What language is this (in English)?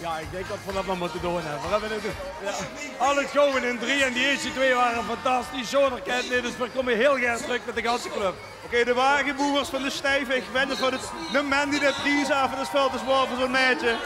Limburgish